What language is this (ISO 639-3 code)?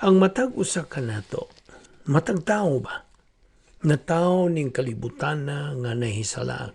ceb